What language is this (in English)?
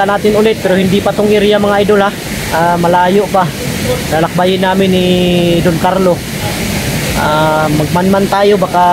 Filipino